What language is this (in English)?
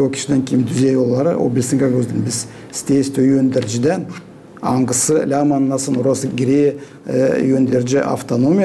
Gagauz